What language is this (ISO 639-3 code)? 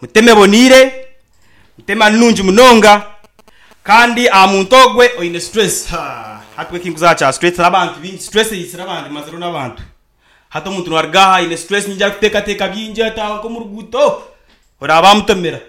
nyn